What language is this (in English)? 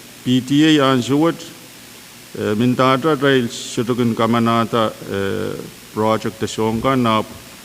Pohnpeian